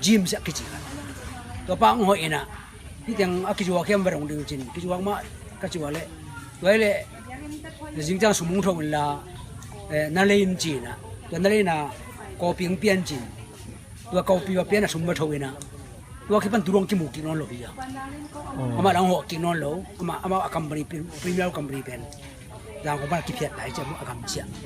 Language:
Tedim Chin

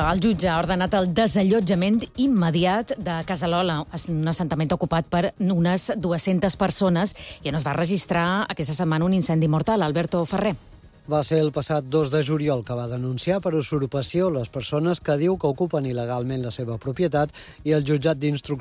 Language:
Catalan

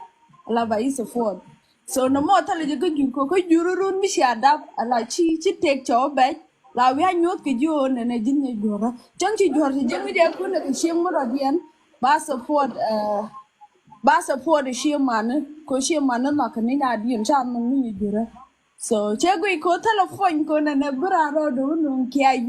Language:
Nuer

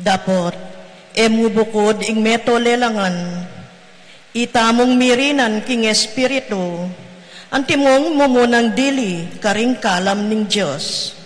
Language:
Pampanga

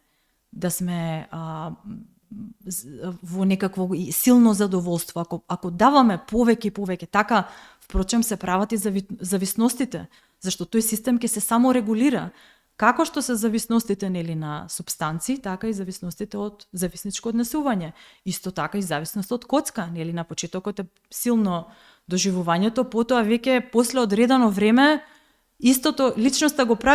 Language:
Macedonian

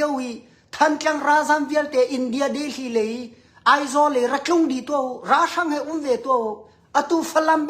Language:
Hakha Chin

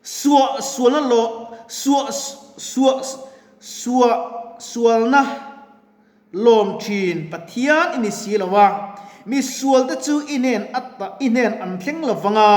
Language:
Mizo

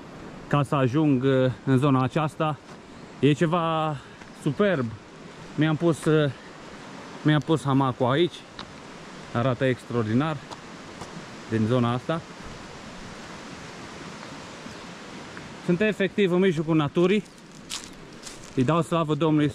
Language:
Romanian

